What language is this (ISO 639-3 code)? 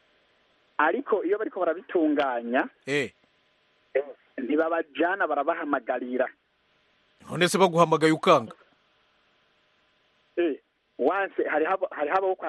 kin